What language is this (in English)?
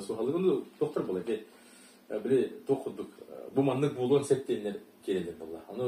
Yakut